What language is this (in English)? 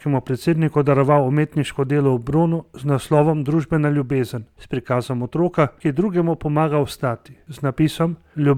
Slovenian